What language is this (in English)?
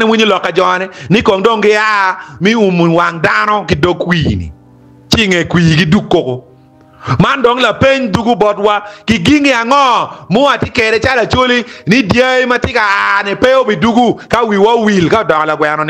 Acoli